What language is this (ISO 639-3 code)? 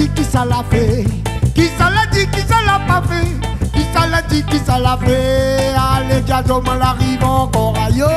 rcf